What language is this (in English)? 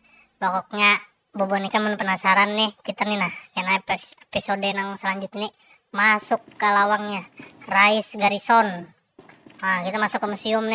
Banjar